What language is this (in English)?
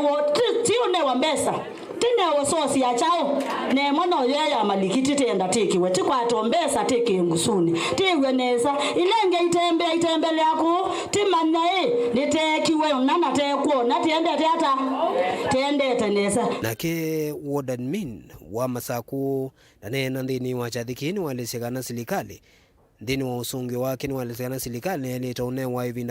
Kamba